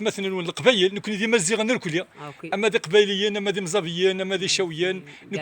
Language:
Kabyle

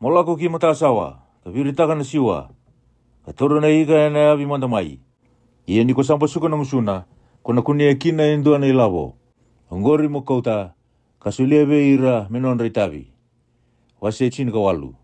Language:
Fijian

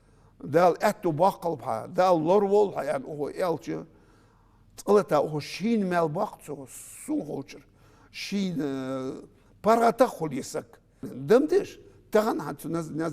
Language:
Ingush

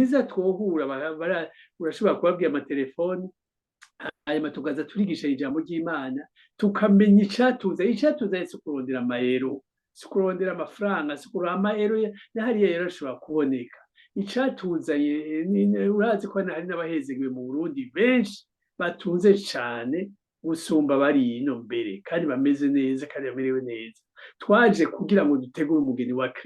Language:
Rundi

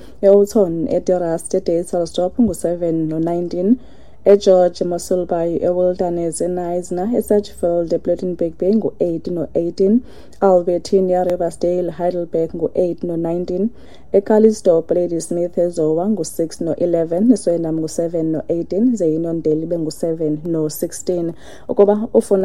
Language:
Xhosa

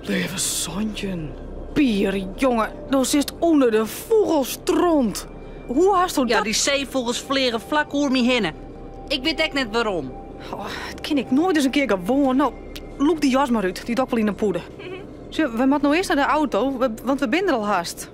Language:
Western Frisian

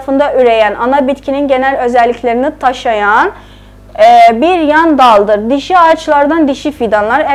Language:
South Azerbaijani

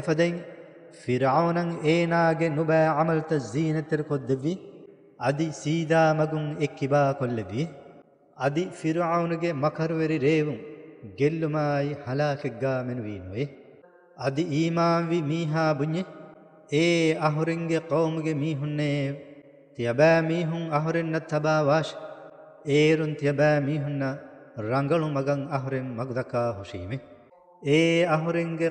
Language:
Divehi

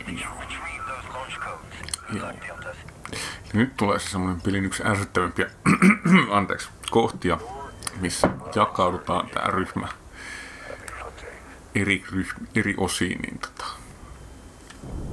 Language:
Finnish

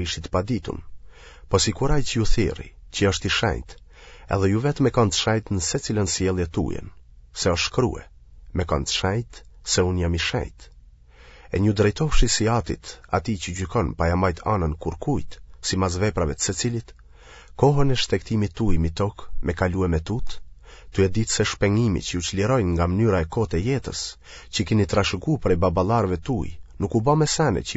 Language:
Albanian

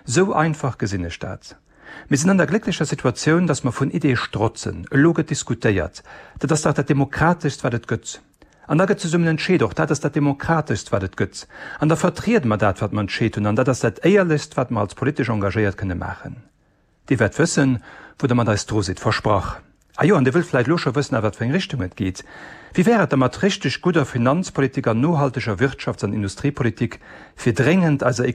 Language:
Luxembourgish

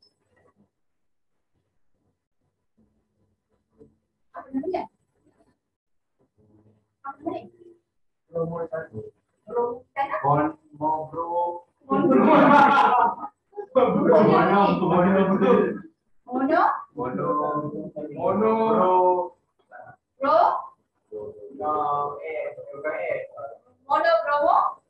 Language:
Malay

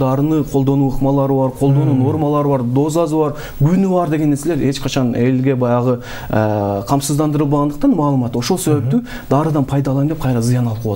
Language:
Kyrgyz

